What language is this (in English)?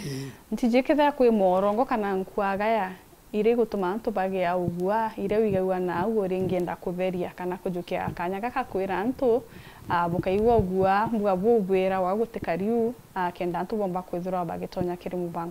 Meru